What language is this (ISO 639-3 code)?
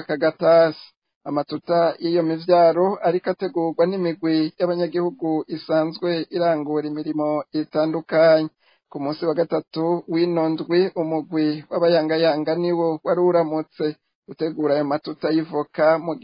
run